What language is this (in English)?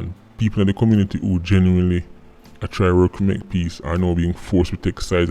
Jamaican Creole English